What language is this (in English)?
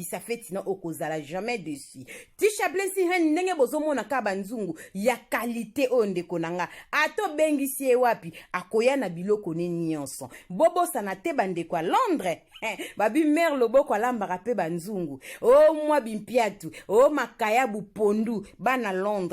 Lingala